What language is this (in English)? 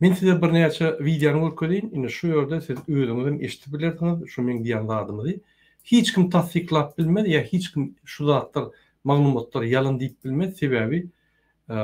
Turkmen